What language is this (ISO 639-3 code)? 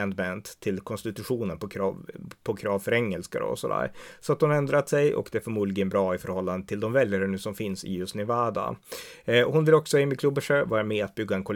swe